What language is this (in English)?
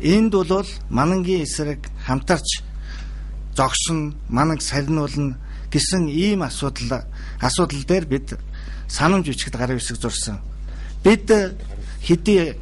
Mongolian